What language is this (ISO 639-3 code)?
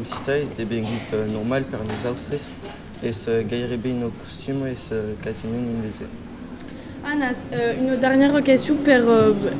oci